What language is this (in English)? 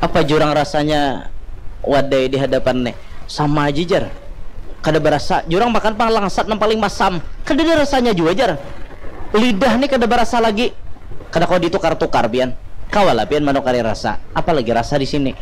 Banjar